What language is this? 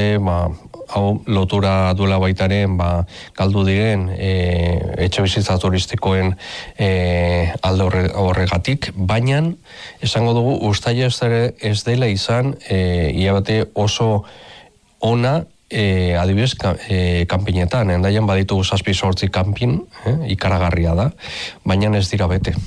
Basque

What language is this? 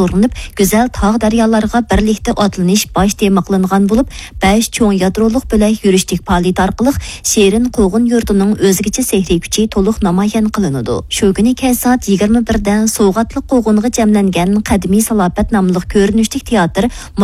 Uyghur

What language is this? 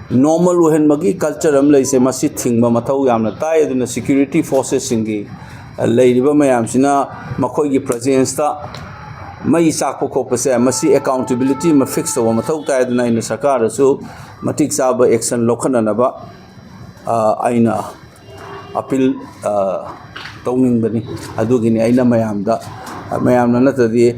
Manipuri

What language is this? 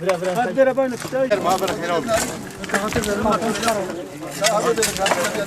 Kurdish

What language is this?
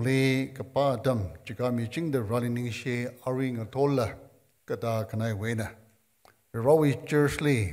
Tangkhul Naga (India)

